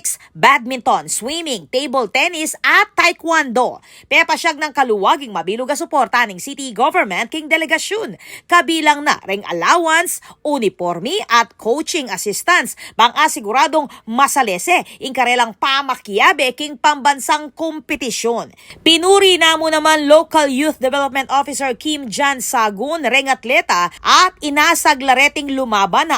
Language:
Pampanga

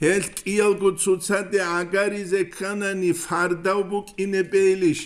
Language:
Avaric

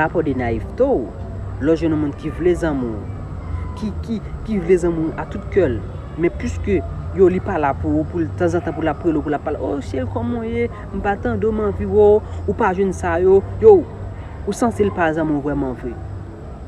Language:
Haitian Creole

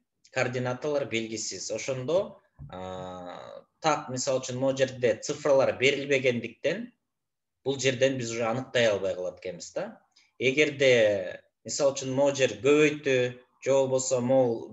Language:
Kyrgyz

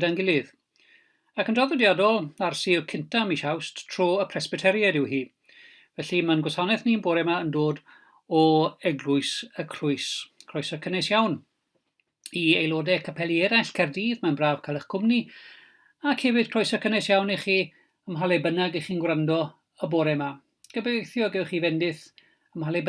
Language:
Welsh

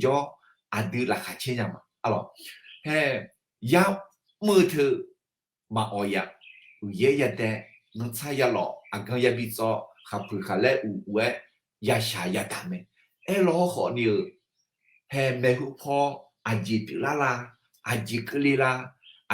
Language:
Akha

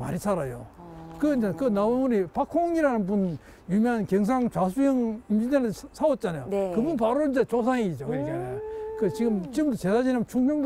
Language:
Korean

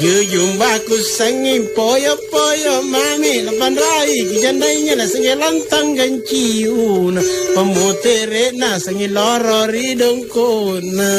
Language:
Makasar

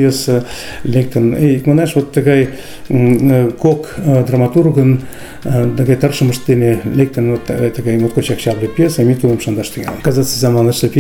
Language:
Mari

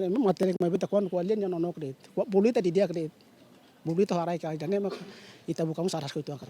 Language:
Tetum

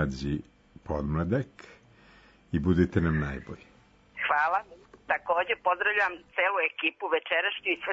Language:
Serbian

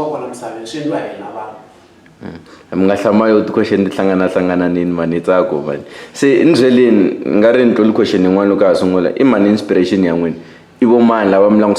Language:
Tsonga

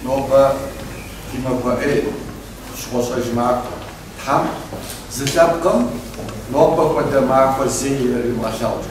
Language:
Kabardian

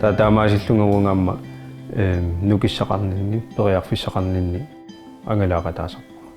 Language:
Kalaallisut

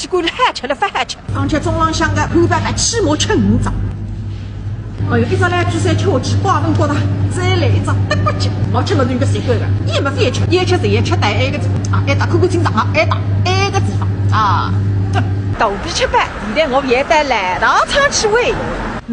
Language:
Wu Chinese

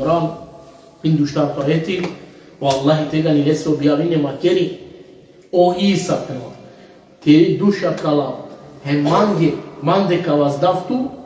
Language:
Balkan Romani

